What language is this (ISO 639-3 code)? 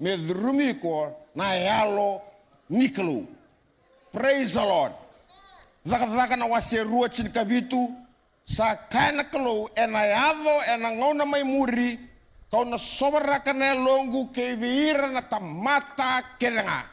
fij